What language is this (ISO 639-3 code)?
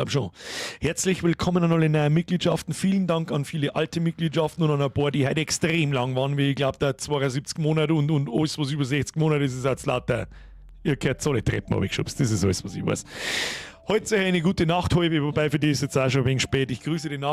bar